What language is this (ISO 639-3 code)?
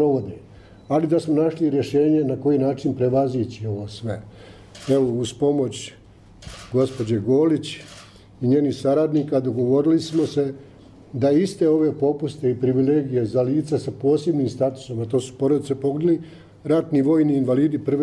bos